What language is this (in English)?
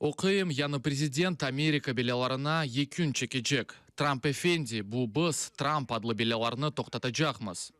Crimean Tatar